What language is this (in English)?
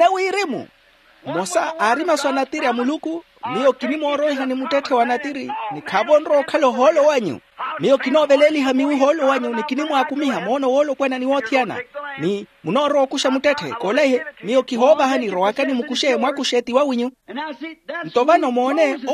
Makhuwa